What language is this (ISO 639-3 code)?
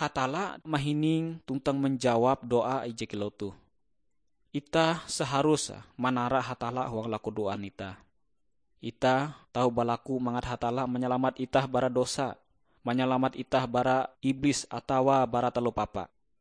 nij